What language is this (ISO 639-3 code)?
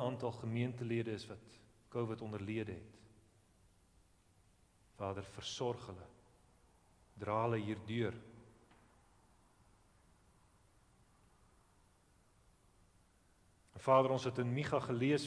afr